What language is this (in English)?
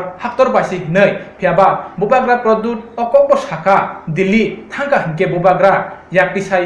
Kok Borok